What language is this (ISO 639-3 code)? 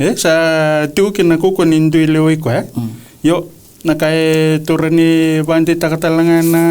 fij